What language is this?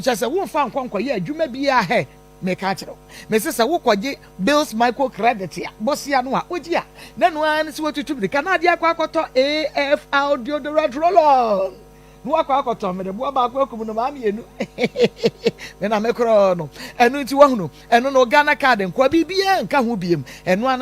Akan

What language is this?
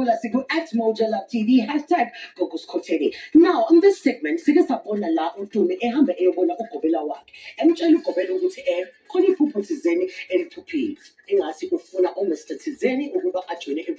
Zulu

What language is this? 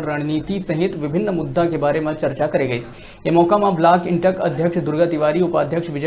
Chhattisgarhi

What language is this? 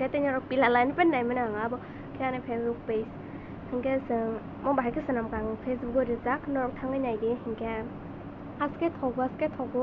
Kok Borok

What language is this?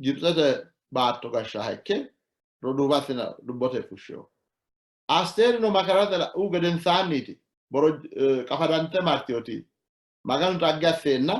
Sidamo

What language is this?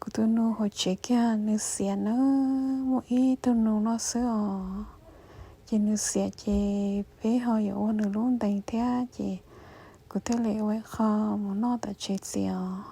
Hmong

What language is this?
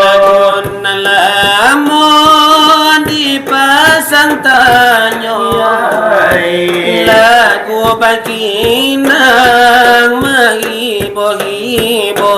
Minangkabau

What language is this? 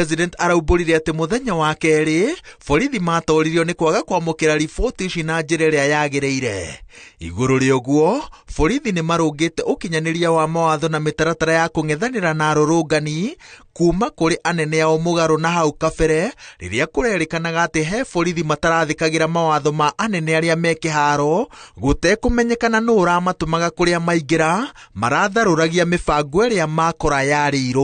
Kikuyu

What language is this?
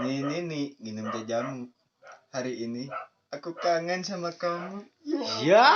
Sundanese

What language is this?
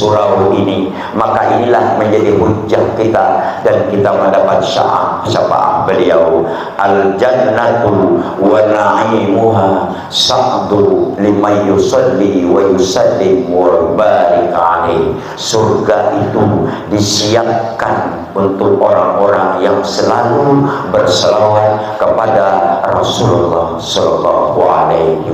Banjar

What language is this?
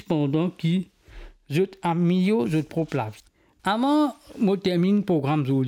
Morisyen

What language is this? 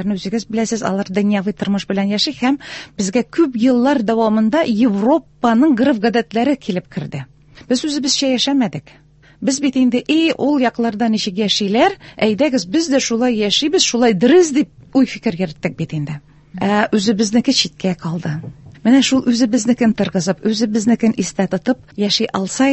Tatar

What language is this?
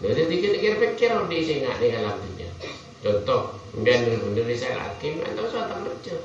Madurese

